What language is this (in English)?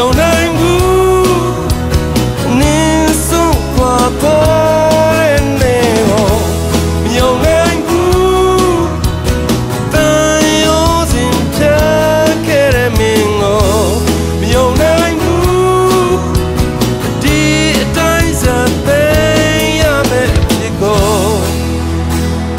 Burmese